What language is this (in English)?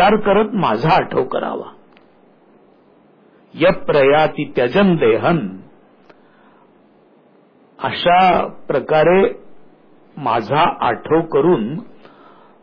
Marathi